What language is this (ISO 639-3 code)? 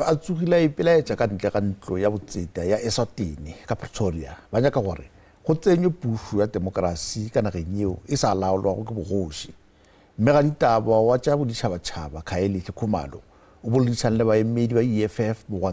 nso